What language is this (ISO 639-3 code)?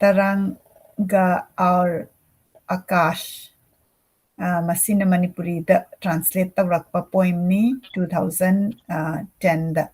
mni